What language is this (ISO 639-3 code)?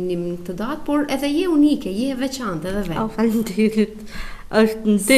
sqi